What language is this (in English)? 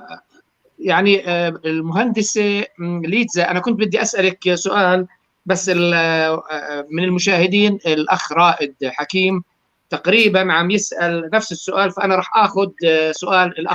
North Levantine Arabic